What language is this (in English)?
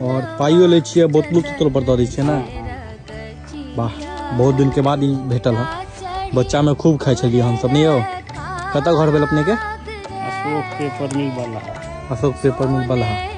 Maithili